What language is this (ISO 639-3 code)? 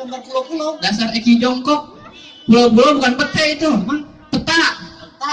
bew